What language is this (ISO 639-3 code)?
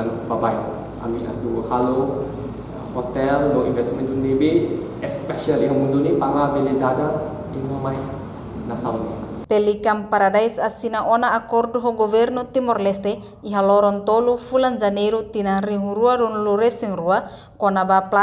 tet